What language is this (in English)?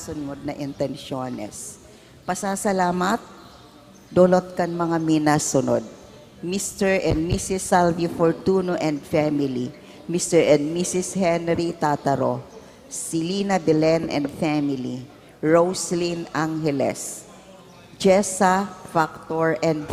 Bikol